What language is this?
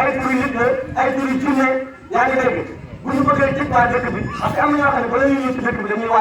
Wolof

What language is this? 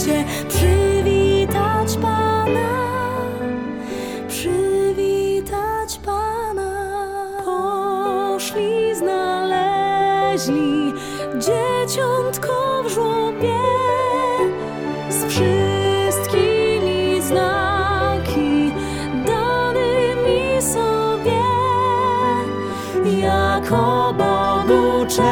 Polish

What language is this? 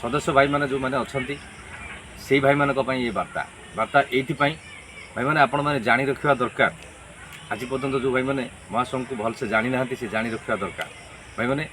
Odia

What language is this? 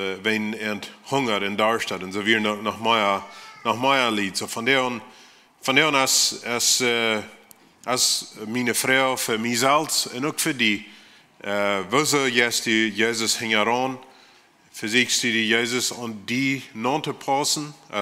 Plautdietsch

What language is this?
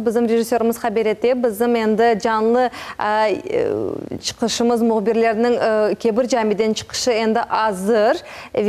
Crimean Tatar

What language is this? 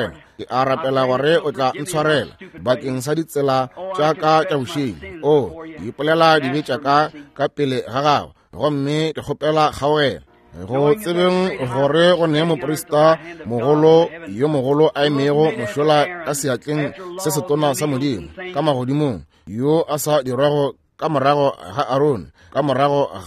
Northern Sotho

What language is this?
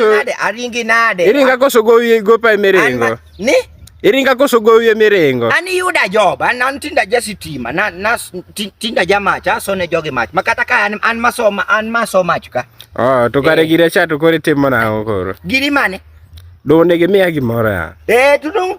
Luo (Kenya and Tanzania)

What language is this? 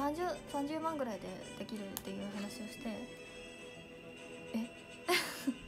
Japanese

